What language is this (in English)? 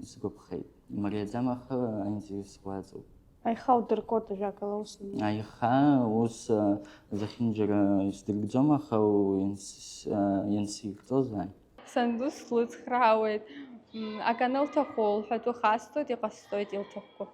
Abkhazian